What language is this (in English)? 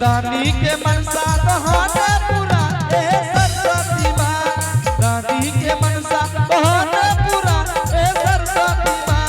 Angika